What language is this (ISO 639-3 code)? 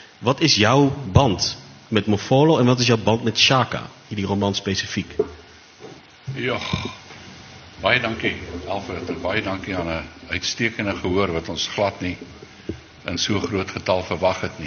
afr